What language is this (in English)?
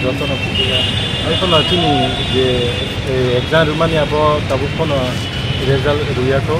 Kok Borok